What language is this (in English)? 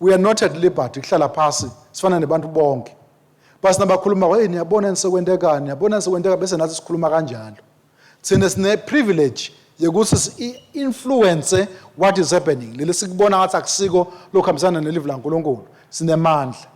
Swati